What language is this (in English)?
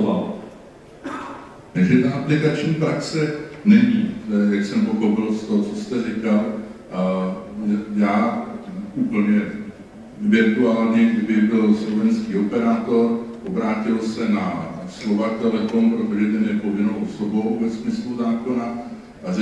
Czech